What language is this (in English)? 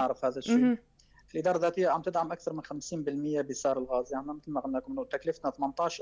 North Levantine Arabic